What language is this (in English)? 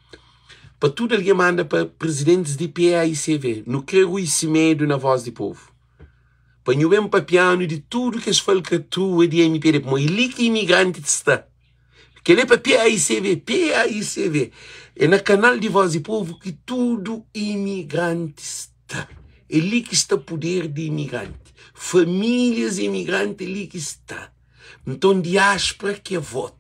Kabuverdianu